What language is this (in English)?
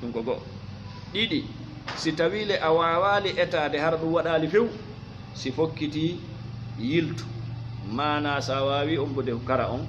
Fula